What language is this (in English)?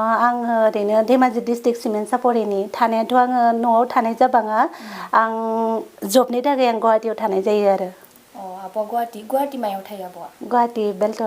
Bodo